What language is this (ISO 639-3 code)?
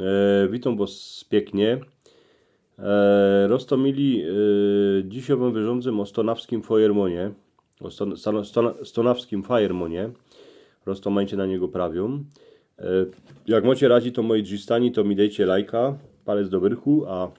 szl